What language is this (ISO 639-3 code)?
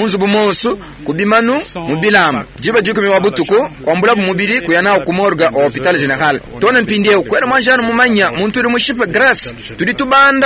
lua